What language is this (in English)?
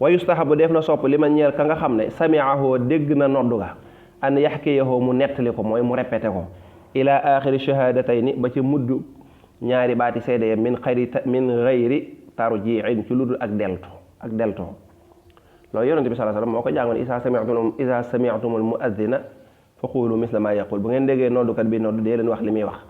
Wolof